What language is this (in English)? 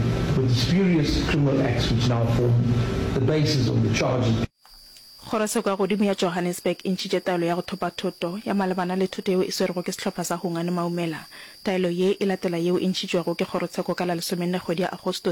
Northern Sotho